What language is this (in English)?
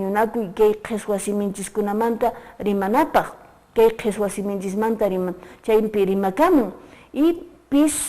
Quechua